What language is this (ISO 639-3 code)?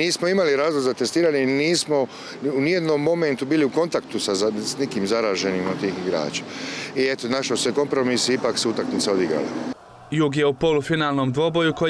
hrv